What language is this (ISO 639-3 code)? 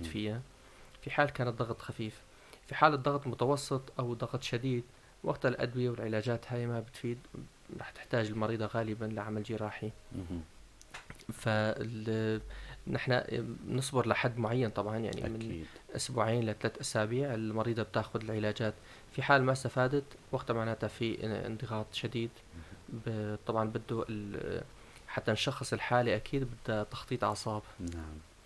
apc